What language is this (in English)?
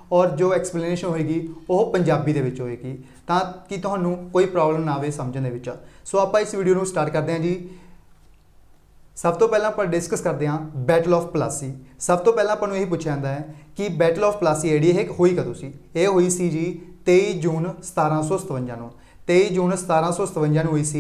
Punjabi